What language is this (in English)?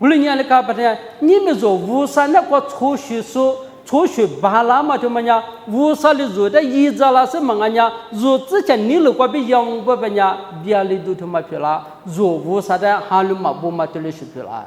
Lisu